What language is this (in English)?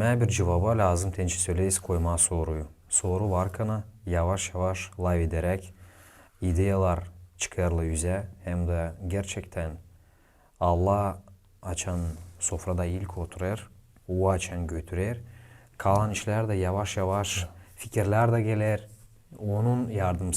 Gagauz